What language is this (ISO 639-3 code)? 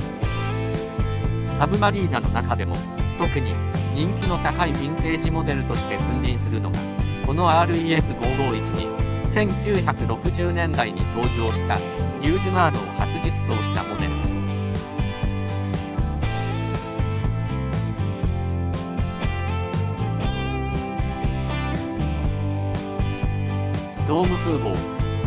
jpn